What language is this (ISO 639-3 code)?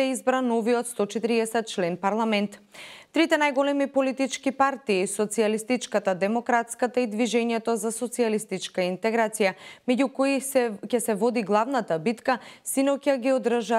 mkd